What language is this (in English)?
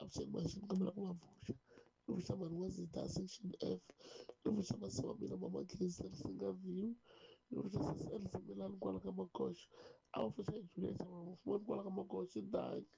Tsonga